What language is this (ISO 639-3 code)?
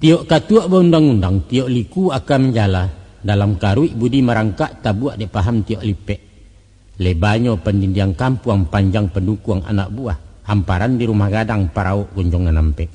min